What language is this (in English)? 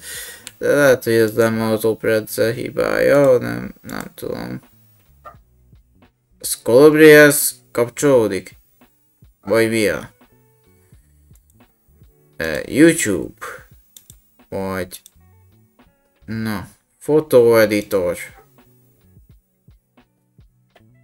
Hungarian